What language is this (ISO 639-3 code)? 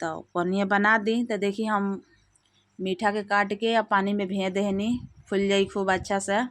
bho